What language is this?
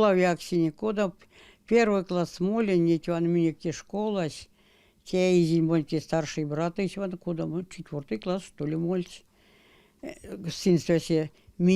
Erzya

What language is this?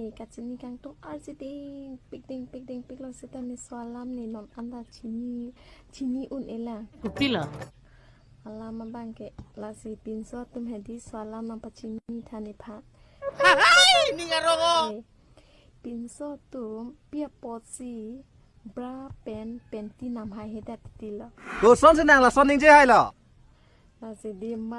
Karbi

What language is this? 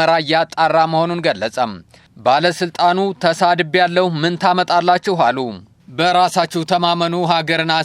Amharic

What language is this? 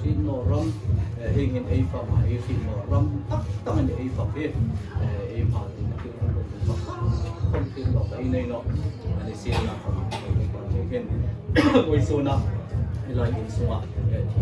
Hmar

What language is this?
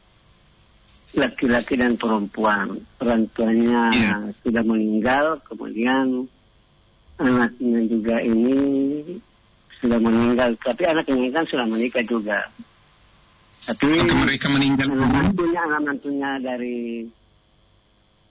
Indonesian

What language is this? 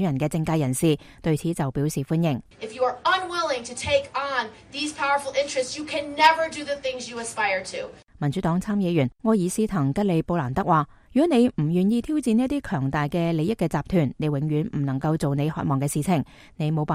Cantonese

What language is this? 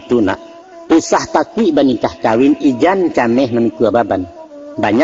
Minangkabau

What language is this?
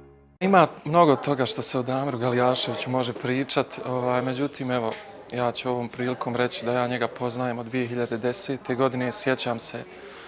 Bosnian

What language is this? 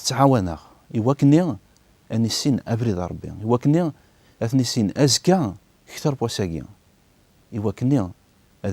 Kabyle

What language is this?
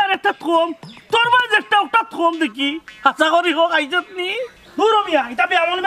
Sylheti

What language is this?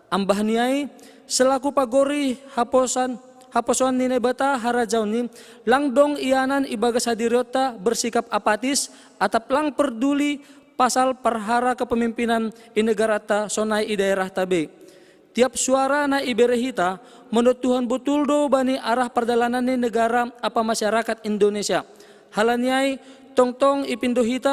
Batak Simalungun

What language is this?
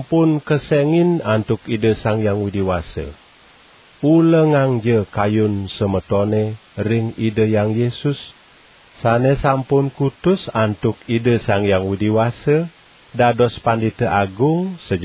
Balinese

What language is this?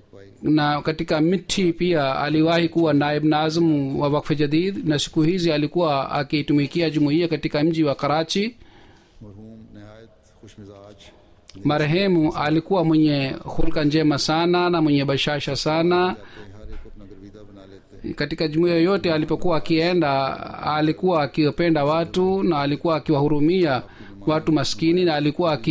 Swahili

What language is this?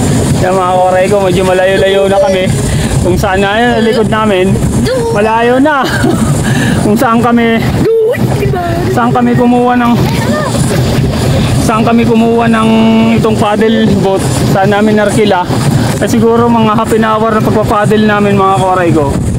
Filipino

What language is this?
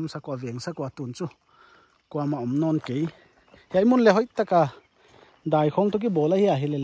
Paite Chin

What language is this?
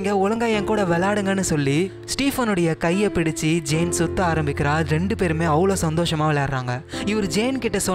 Tamil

